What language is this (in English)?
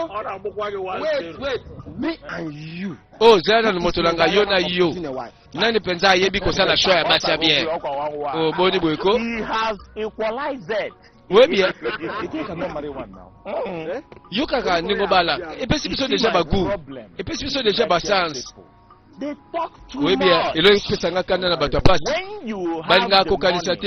Lingala